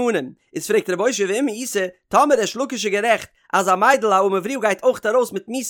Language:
Yiddish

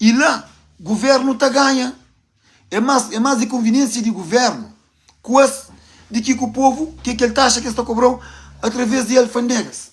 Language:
Kabuverdianu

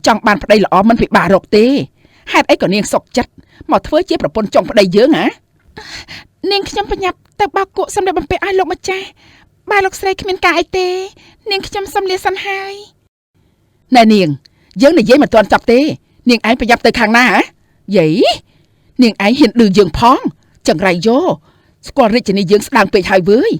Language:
Khmer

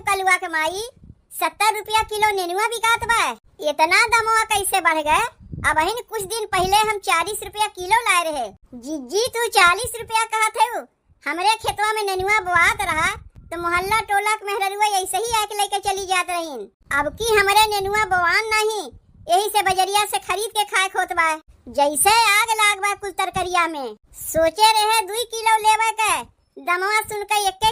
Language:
Awadhi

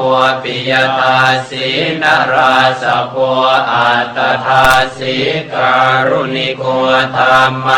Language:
Pali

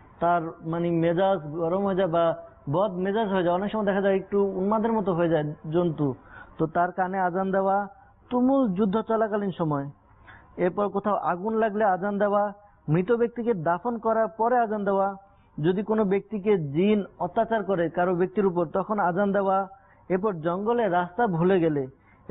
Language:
Bangla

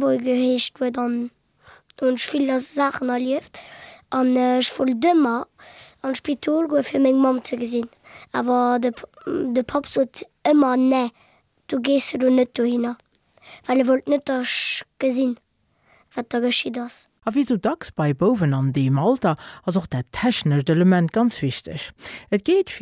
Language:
Luxembourgish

